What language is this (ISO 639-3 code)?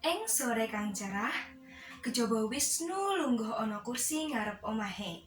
jav